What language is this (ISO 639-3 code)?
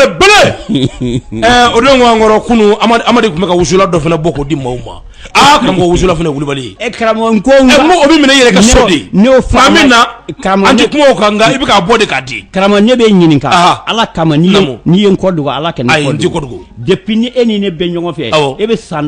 bam